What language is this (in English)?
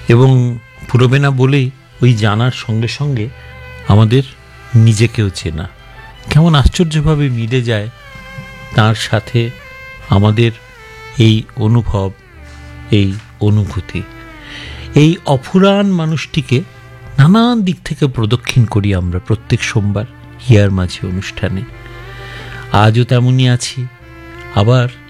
Bangla